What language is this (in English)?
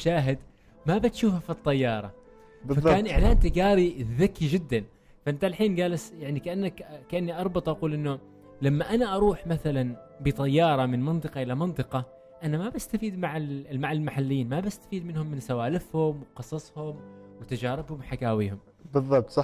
Gulf Arabic